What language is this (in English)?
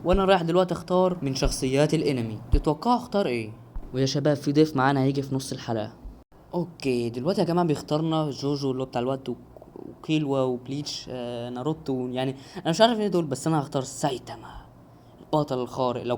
Egyptian Arabic